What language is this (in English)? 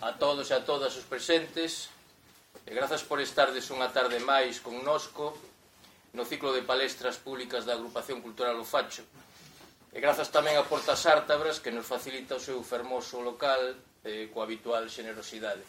Galician